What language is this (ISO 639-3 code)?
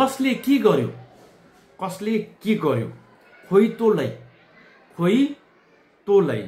nep